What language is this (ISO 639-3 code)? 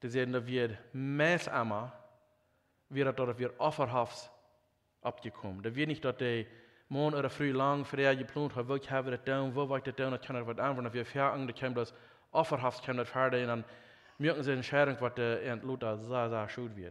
pdt